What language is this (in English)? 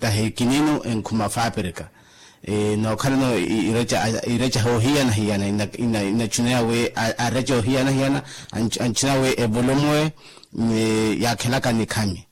Makhuwa